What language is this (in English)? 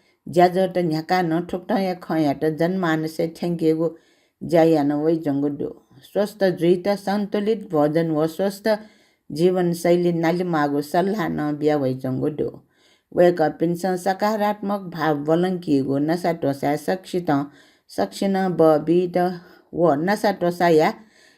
Newari